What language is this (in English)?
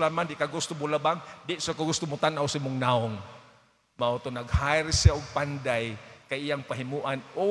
Cebuano